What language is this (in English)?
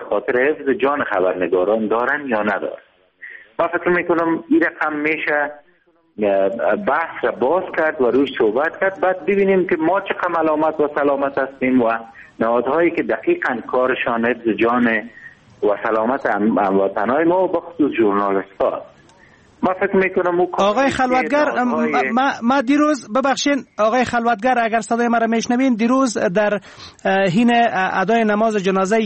Persian